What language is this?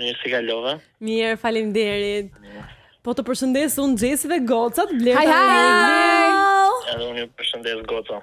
Albanian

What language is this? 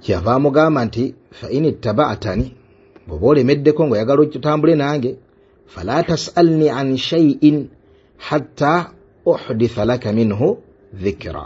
Ganda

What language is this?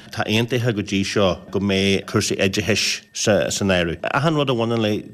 Irish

